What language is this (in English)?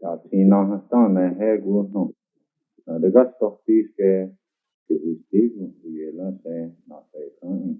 Cherokee